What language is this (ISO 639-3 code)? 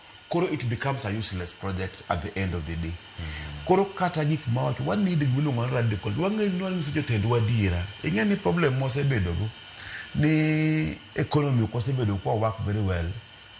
luo